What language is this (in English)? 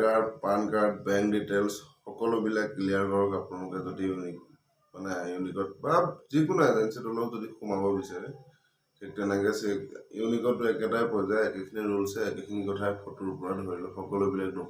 Assamese